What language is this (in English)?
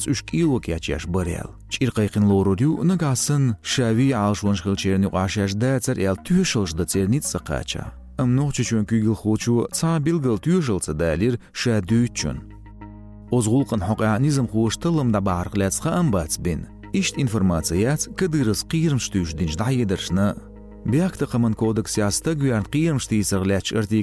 Chechen